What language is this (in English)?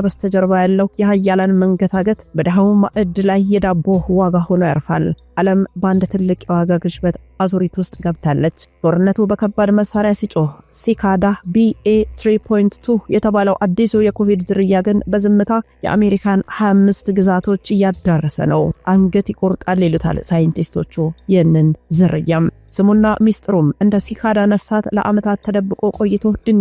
Amharic